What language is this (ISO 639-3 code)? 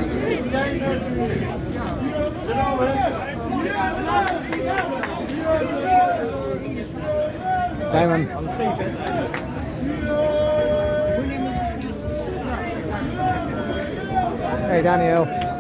nld